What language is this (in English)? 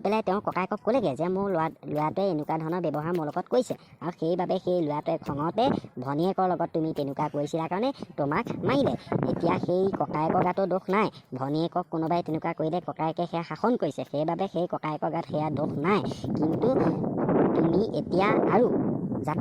Assamese